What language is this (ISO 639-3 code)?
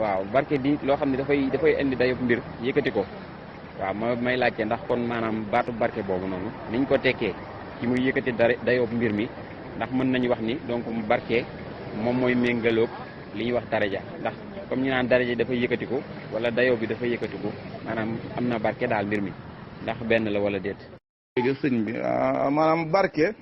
wol